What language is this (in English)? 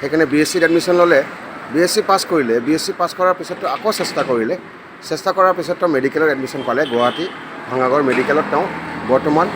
Assamese